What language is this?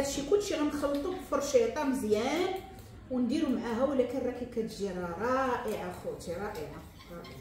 Moroccan Arabic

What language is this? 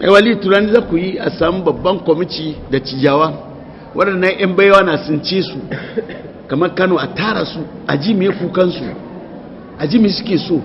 Hausa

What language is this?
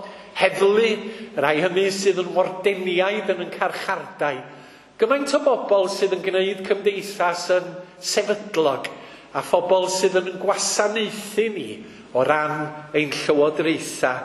Welsh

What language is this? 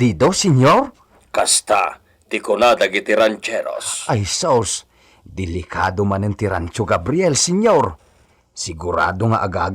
Iloko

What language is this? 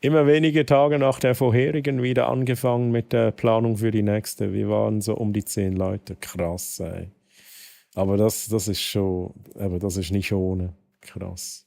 Swiss German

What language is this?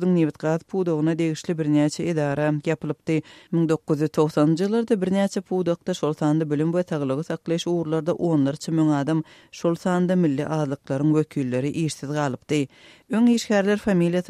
Turkmen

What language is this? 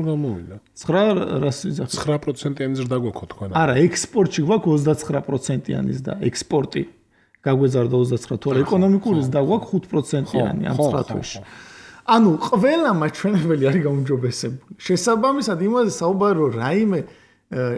Georgian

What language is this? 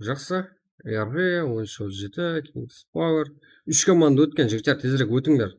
Kara-Kalpak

